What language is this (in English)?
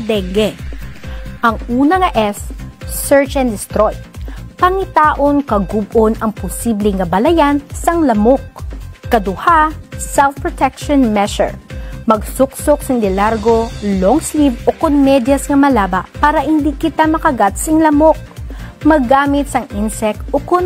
Hiligaynon